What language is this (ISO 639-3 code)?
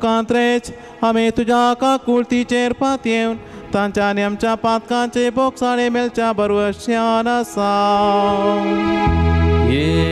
kok